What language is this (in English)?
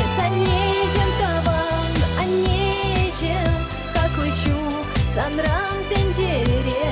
Chuvash